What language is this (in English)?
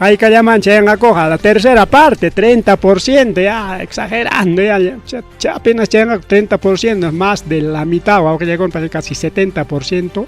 Ayacucho Quechua